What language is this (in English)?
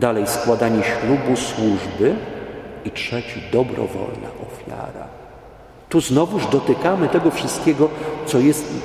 Polish